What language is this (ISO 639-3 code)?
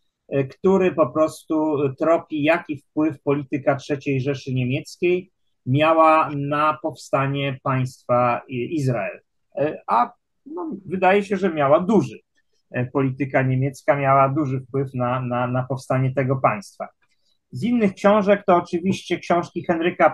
pol